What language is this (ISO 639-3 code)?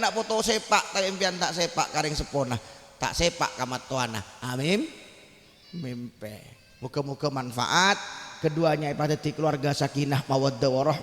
mad